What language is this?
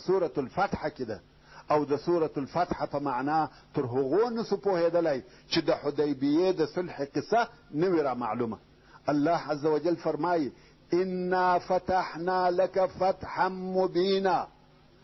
Pashto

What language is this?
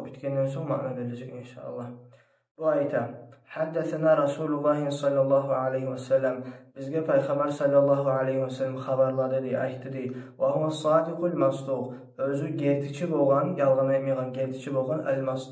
Kumyk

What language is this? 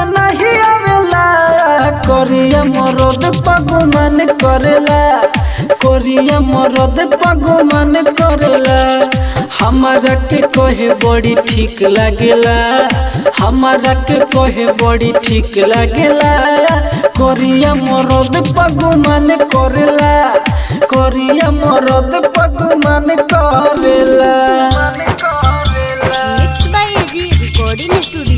Bhojpuri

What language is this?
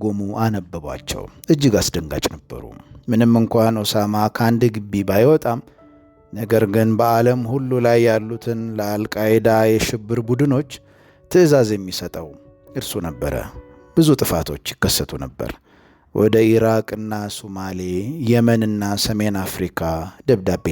Amharic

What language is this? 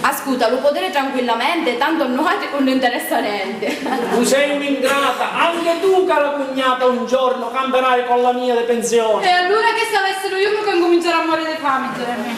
Sicilian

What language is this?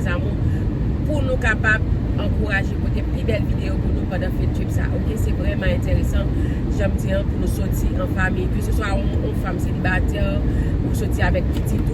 Haitian Creole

